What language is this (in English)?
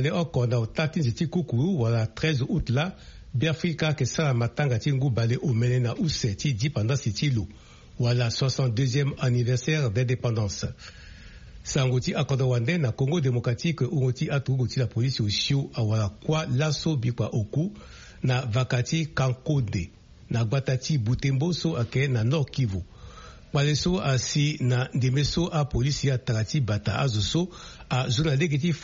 Sango